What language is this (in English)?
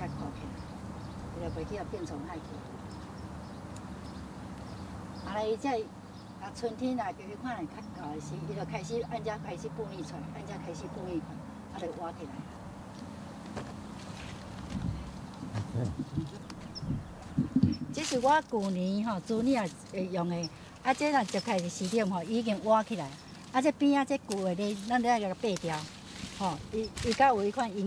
Min Nan Chinese